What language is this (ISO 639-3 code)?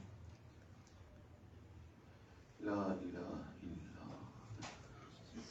urd